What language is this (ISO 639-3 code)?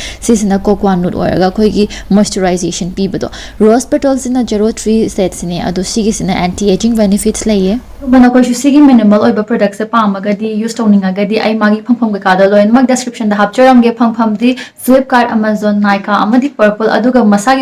mni